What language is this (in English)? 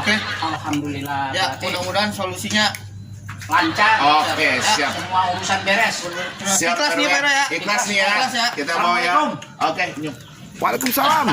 Betawi